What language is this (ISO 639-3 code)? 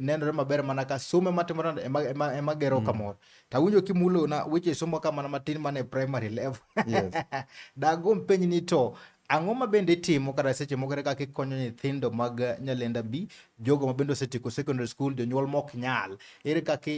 luo